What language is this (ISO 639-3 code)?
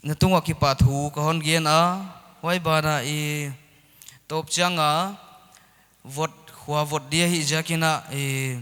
pck